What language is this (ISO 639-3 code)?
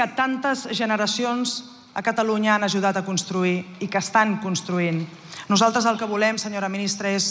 cat